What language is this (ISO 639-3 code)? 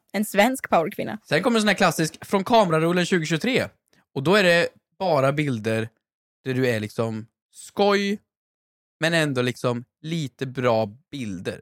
swe